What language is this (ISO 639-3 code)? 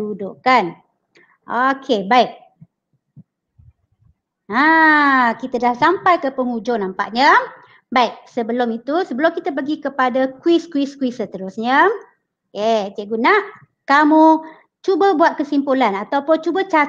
msa